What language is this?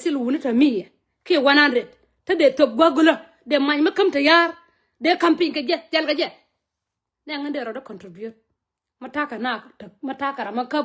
Nuer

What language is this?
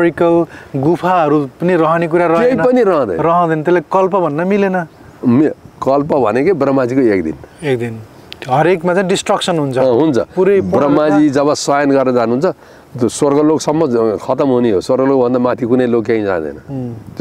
Nepali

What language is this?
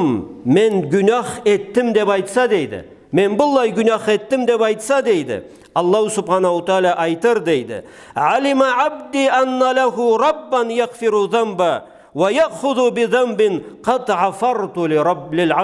Karachay-Balkar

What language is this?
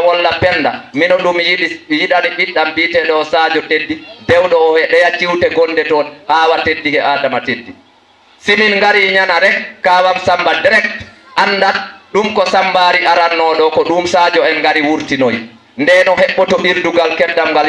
Fula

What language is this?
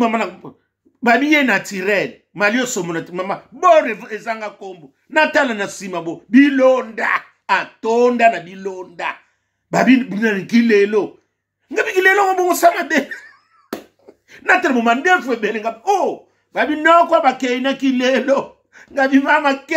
Lingala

